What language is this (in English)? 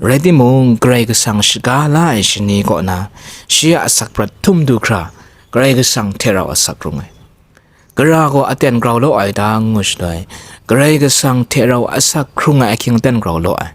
Kachin